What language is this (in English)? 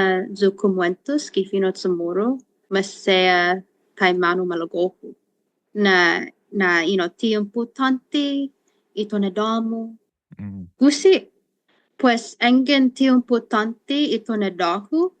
Chamorro